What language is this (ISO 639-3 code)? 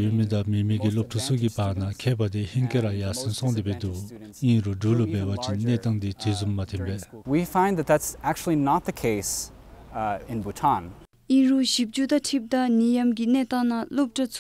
dzo